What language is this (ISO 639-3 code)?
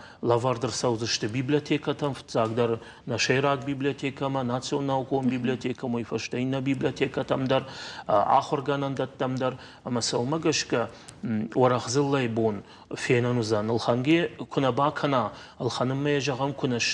oss